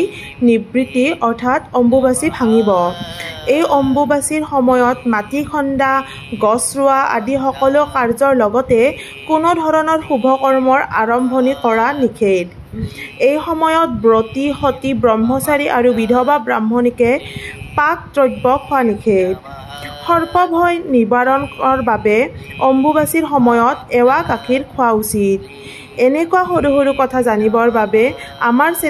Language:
Assamese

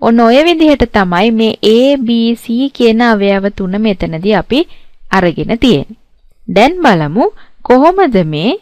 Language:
Sinhala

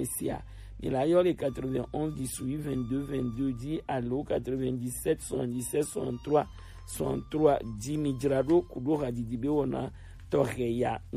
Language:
Gen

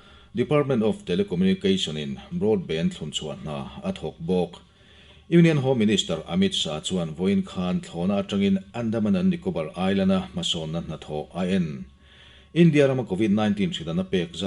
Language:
Mizo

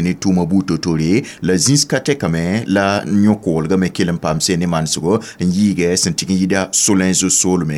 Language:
Mossi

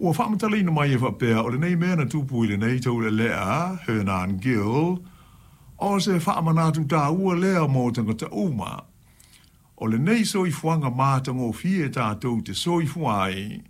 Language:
Samoan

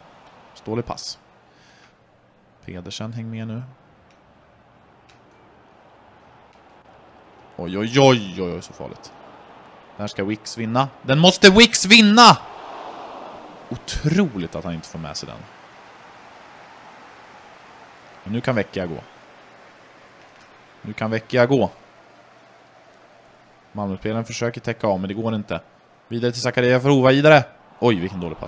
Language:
Swedish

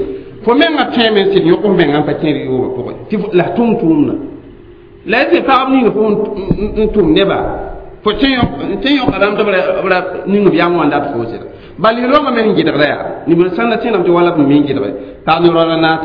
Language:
Mossi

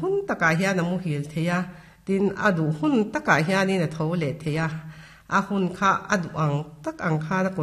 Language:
Mizo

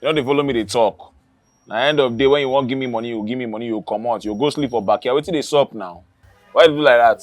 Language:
Nigerian Pidgin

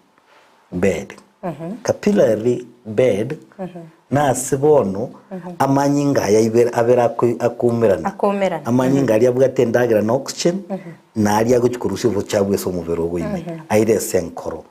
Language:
Gusii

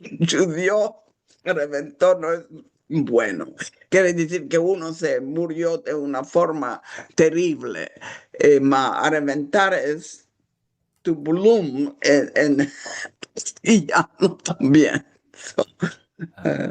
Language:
Ladino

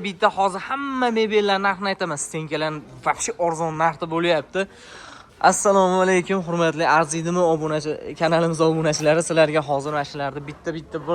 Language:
Uzbek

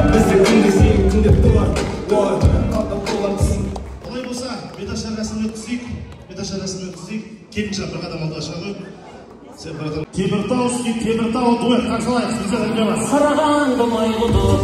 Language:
Kazakh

